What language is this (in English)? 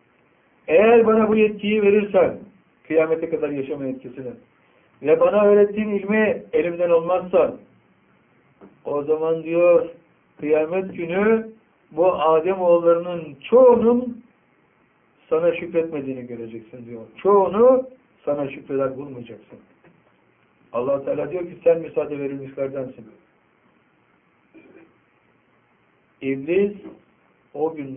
Turkish